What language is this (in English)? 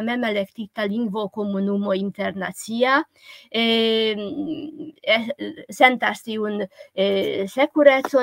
Esperanto